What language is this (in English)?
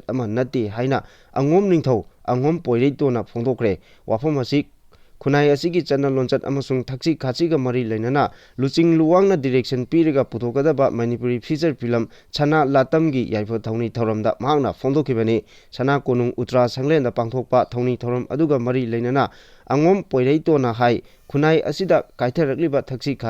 Manipuri